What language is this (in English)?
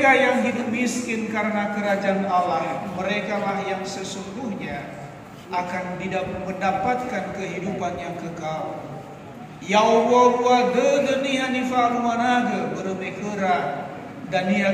Nias